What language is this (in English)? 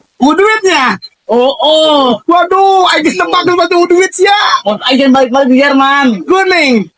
Sundanese